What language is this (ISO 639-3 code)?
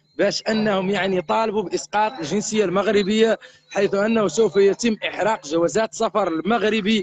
ara